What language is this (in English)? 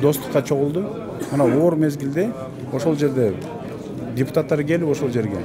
Kyrgyz